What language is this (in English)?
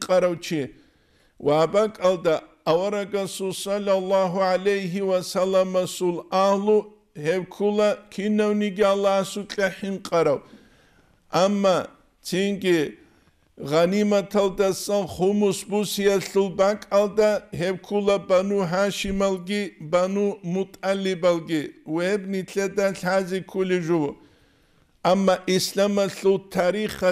Avaric